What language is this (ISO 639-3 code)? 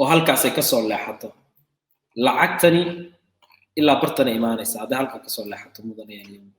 som